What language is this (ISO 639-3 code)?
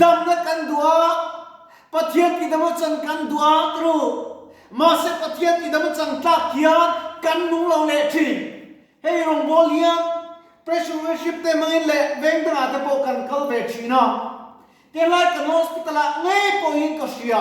lus